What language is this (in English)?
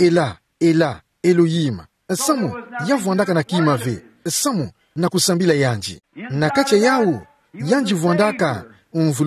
Kituba (Democratic Republic of Congo)